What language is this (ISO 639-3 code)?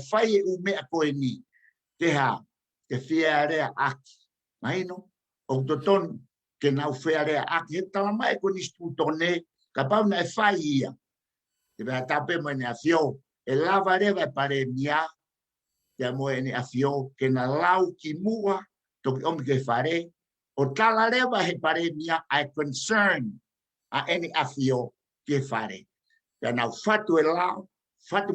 ton